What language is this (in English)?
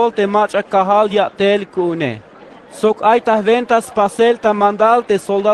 Tzeltal